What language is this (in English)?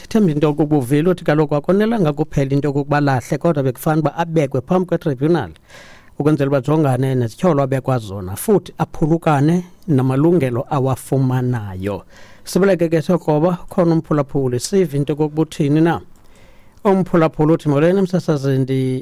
Xhosa